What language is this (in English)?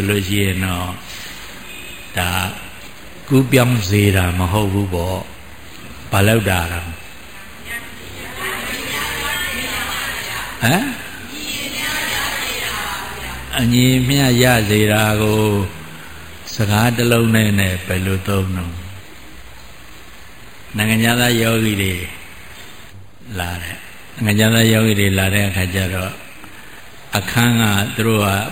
Burmese